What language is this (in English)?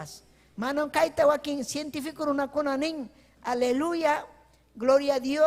Ayacucho Quechua